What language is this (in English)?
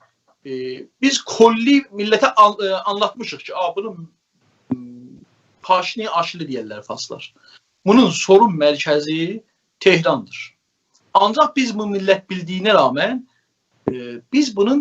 South Azerbaijani